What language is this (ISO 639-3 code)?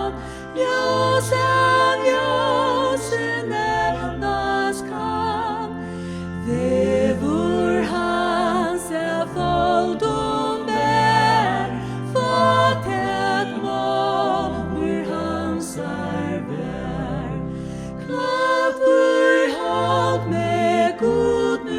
fao